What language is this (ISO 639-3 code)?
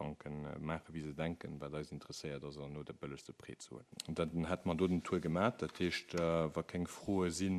ltz